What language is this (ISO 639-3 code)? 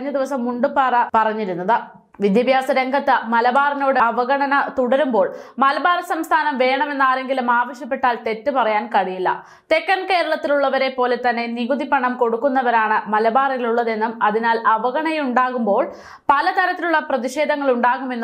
mal